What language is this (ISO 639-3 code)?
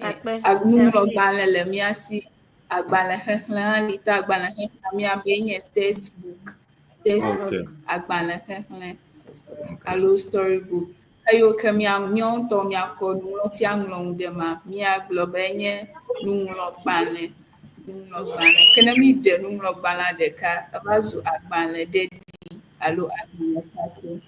ewe